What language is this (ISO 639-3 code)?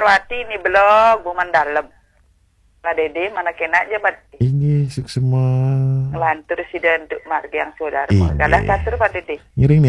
ban